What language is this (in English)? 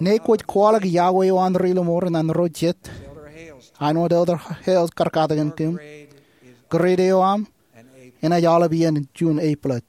Marshallese